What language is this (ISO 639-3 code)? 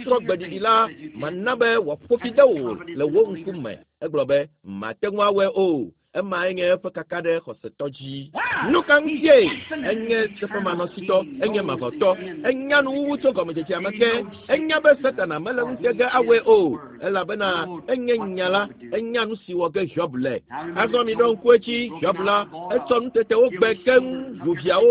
ewe